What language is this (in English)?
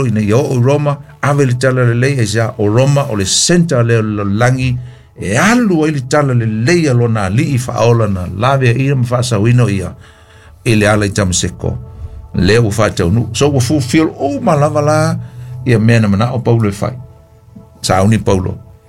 Samoan